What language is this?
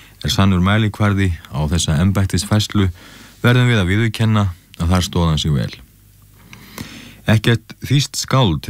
Icelandic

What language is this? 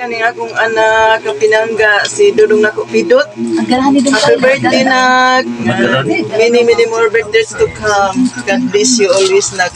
Cebuano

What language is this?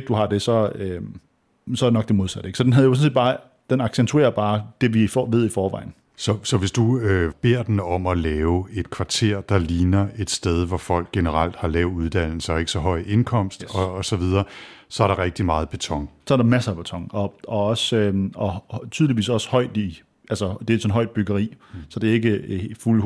Danish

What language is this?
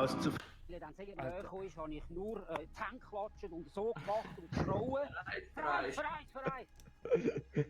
Swiss German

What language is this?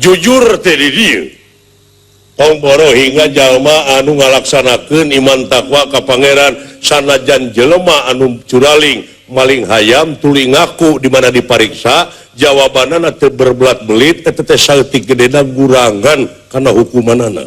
Sundanese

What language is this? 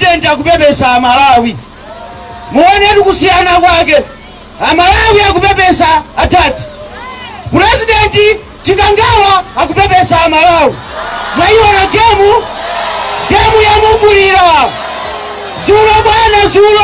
Nyanja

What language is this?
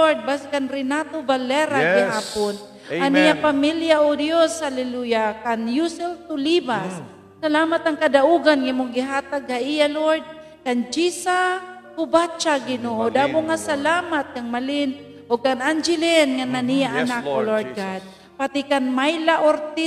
Waray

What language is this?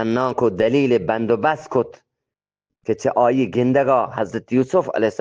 Eastern Balochi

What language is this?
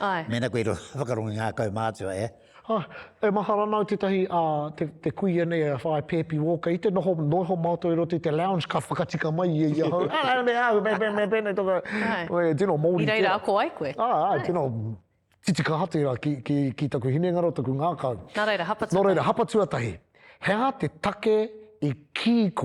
Māori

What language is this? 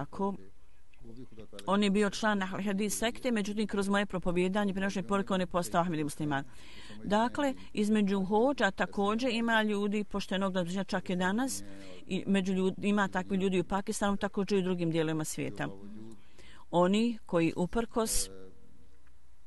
Bosnian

